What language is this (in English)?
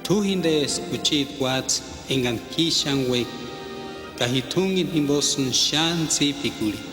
Purepecha